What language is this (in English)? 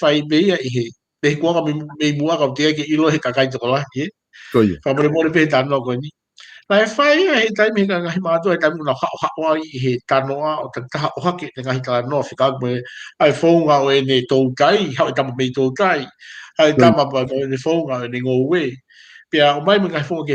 Tongan